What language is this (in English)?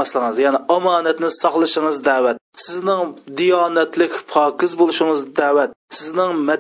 Uyghur